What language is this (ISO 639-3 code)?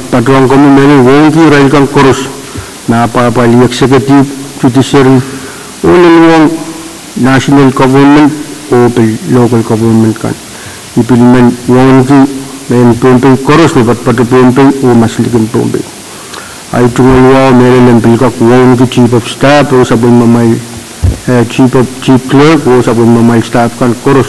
pon